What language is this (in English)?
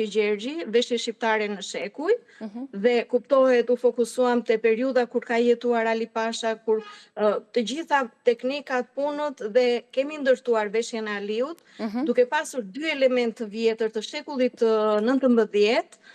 Albanian